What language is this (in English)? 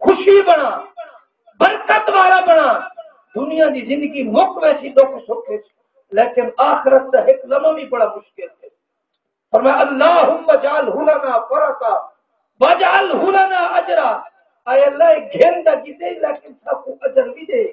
Saraiki